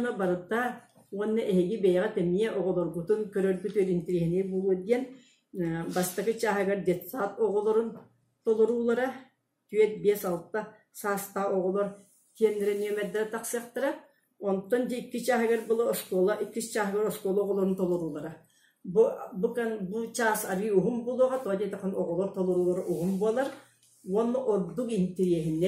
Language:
Yakut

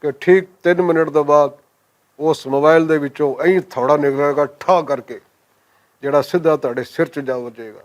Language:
Western Panjabi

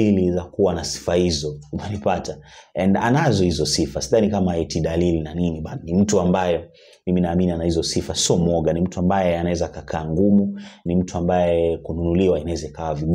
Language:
Swahili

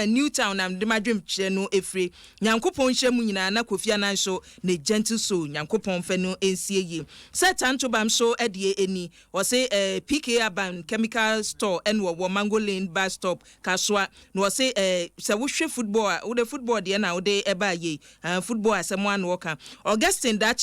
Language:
Akan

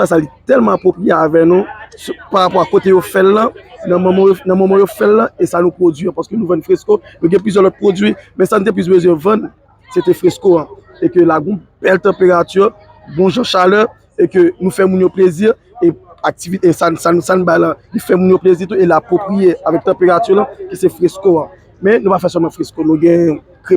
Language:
Haitian Creole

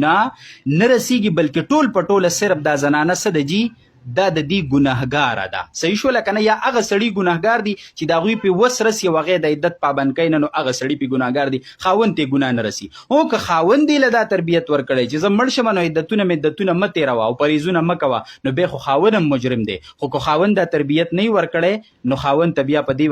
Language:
Pashto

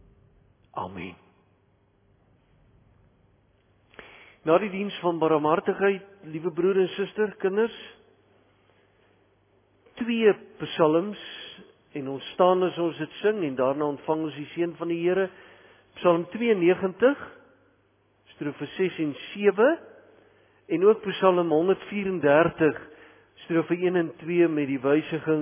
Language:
Afrikaans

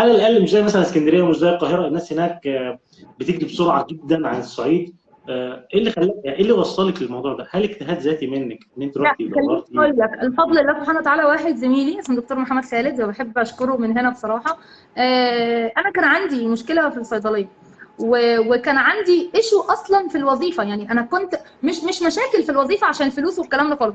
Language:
Egyptian Arabic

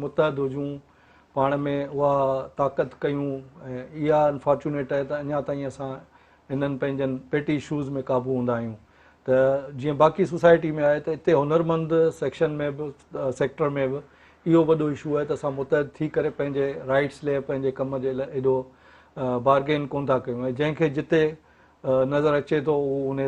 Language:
Sindhi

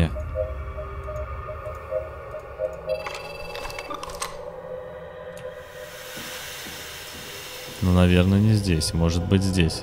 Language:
Russian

